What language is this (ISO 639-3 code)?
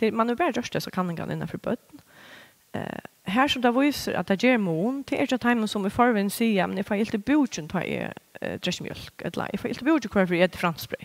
fao